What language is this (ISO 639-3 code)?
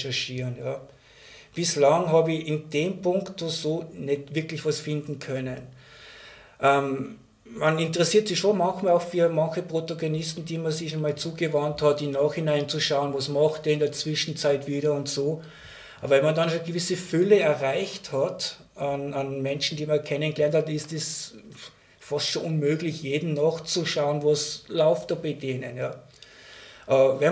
deu